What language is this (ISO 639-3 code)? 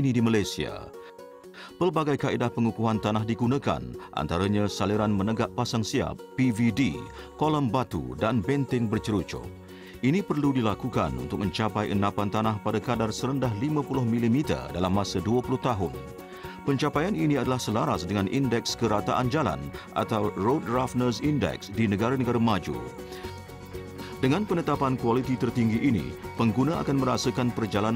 msa